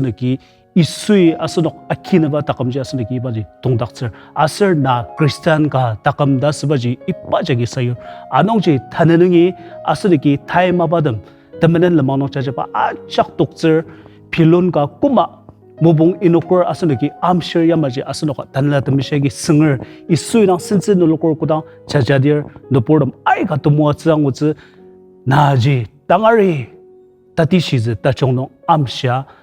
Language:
Ao Naga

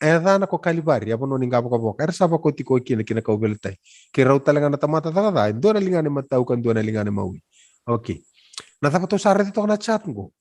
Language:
Fijian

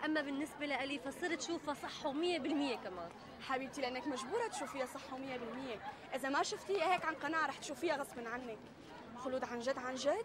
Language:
North Levantine Arabic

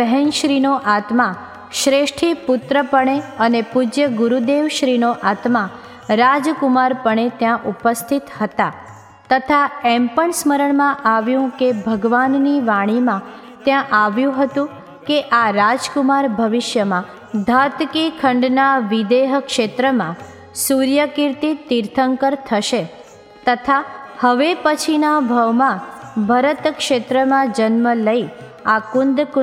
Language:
Gujarati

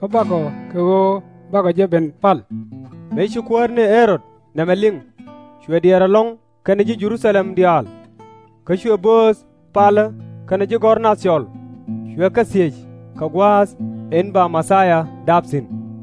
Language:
Nuer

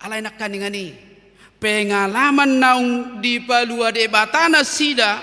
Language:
Batak Toba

